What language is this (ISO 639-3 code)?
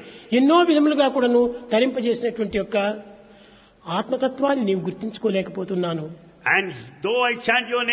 tel